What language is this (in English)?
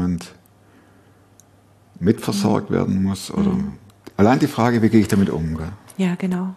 German